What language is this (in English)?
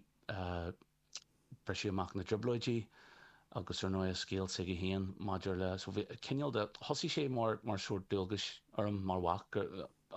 Irish